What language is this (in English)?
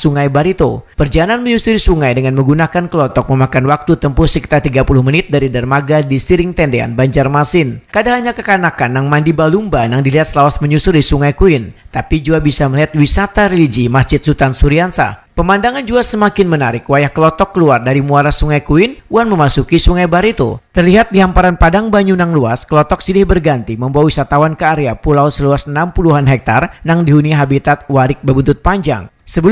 Banjar